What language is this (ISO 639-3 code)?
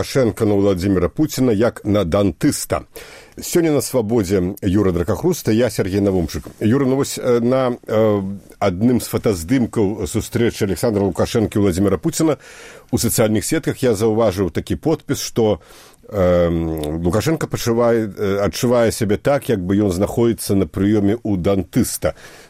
bel